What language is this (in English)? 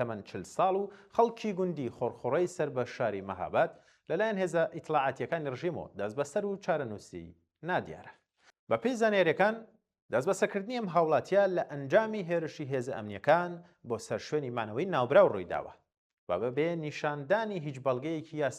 Central Kurdish